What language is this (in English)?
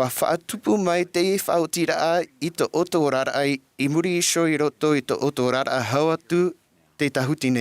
Tahitian